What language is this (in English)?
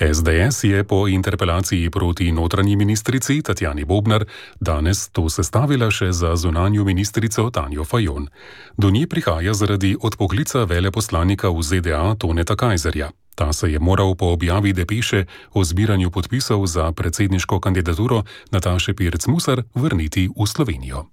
Slovenian